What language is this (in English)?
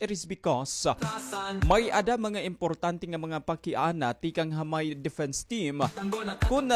Waray